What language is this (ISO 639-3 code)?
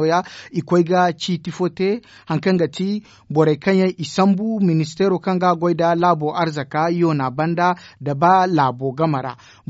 dje